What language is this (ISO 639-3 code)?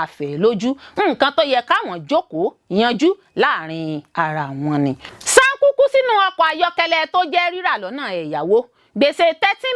yor